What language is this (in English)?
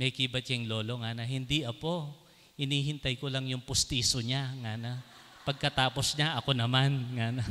Pampanga